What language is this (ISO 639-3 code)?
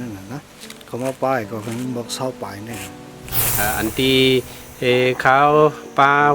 shn